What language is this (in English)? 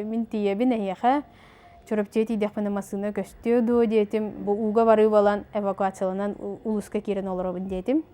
Yakut